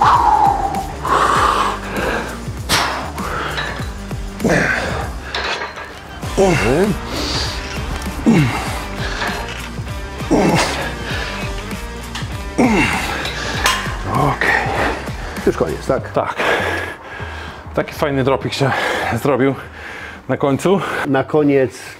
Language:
Polish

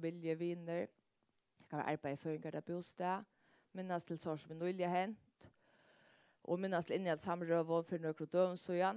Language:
Faroese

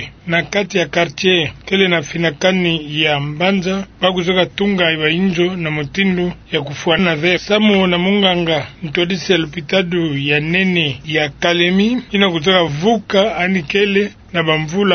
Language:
Kituba (Democratic Republic of Congo)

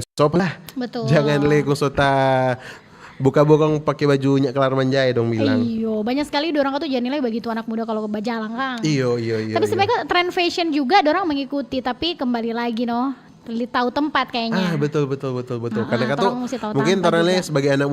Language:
Manado Malay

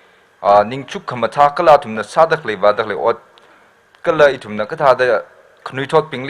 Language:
Tangkhul Naga (India)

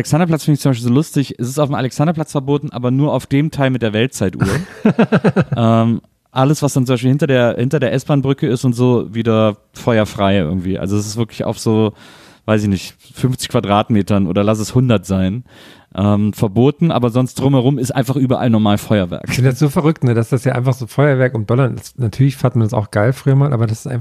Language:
German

